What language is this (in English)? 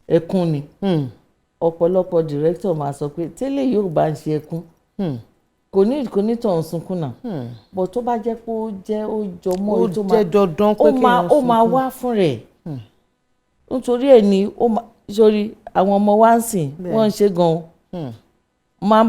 Yoruba